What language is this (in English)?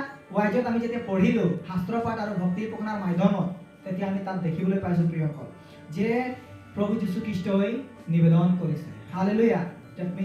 Assamese